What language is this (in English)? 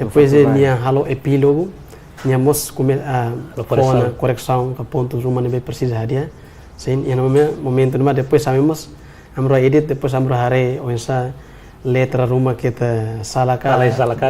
Tetum